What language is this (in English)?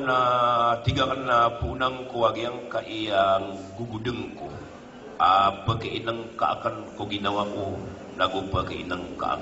Maranao